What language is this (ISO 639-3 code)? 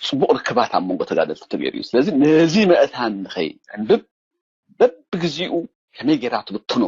tir